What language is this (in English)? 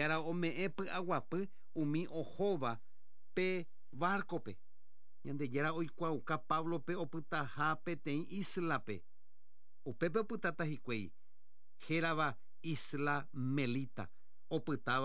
Guarani